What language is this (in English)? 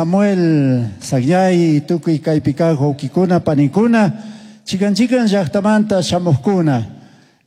Chimborazo Highland Quichua